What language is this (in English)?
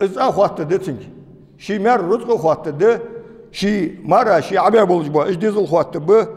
Ingush